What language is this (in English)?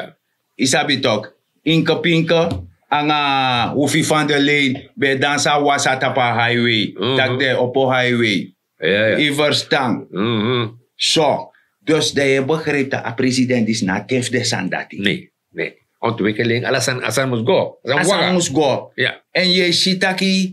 Sranan Tongo